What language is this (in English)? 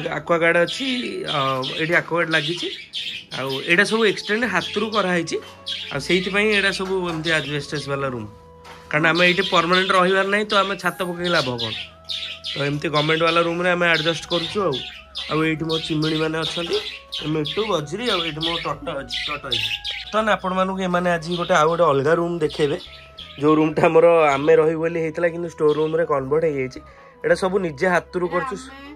Odia